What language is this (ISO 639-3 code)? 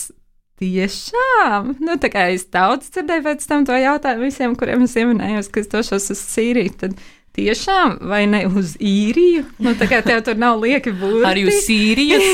lav